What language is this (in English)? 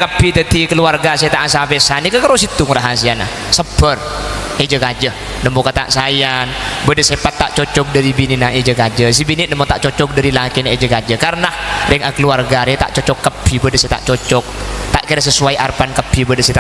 Madurese